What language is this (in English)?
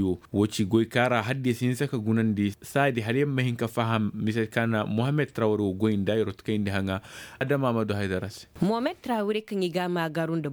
Koyraboro Senni